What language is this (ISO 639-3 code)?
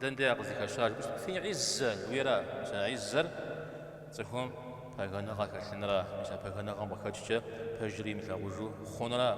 kbd